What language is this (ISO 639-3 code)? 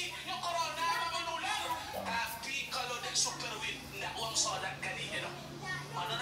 min